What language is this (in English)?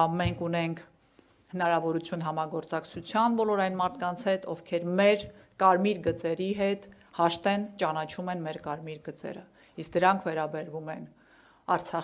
Armenian